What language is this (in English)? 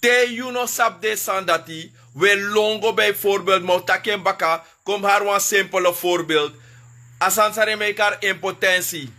Sranan Tongo